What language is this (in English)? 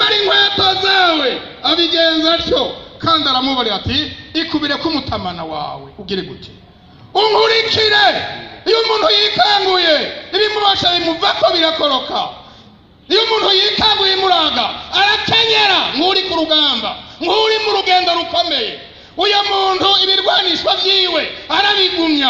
Rundi